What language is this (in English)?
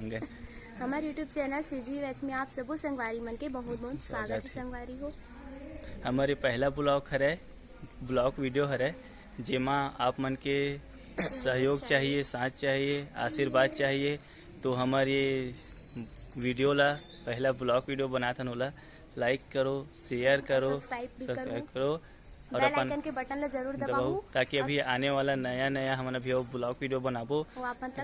Chhattisgarhi